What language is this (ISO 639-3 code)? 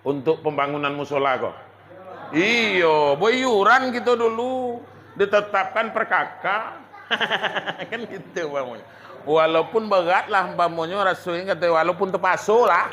min